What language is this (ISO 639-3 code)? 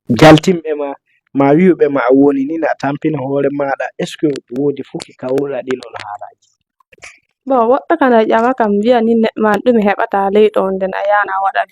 ful